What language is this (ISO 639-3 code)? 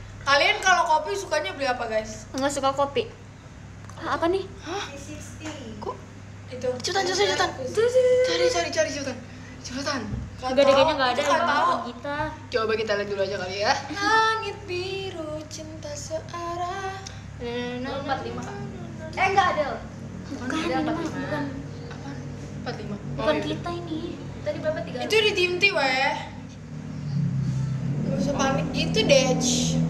ind